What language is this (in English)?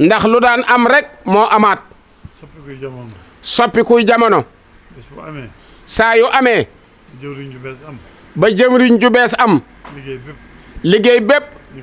Wolof